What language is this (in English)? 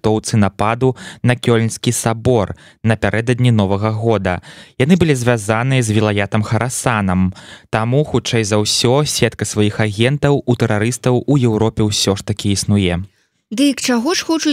Belarusian